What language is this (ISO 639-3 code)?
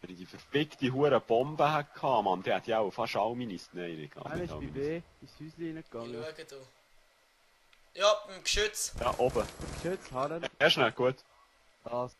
gsw